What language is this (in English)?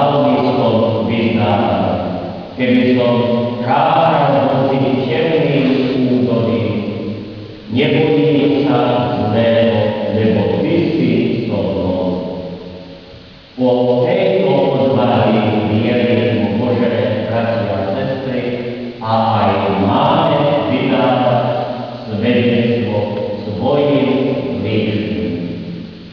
Slovak